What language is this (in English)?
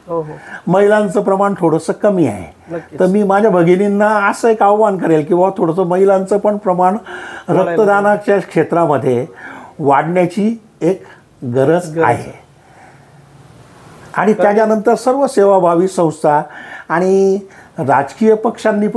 Marathi